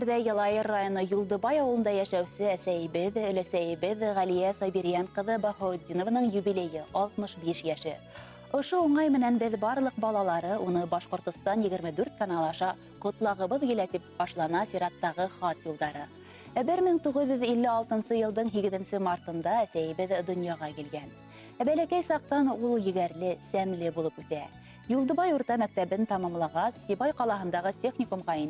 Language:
Bashkir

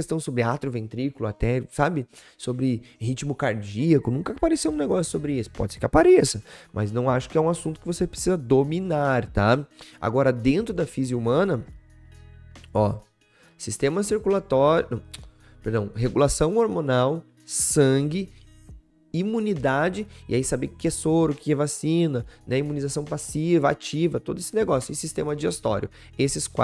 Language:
Portuguese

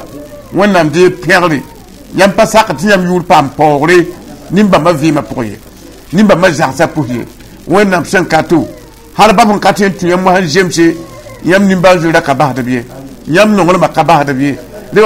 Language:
Mossi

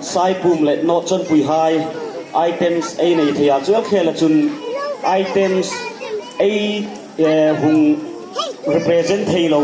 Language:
Hmar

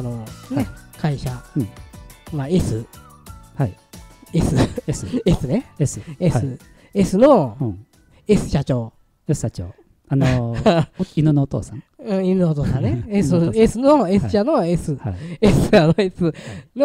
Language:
Japanese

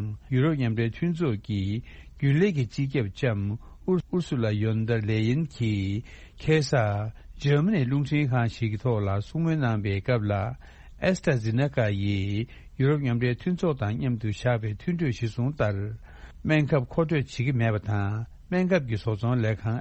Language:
Tibetan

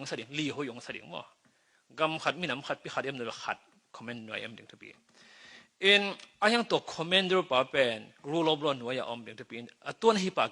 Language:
Tedim Chin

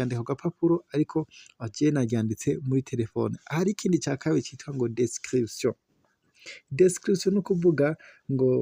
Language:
Rundi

